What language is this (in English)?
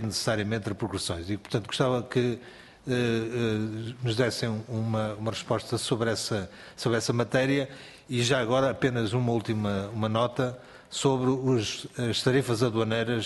Portuguese